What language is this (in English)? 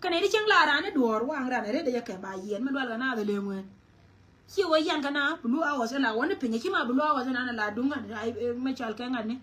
Nuer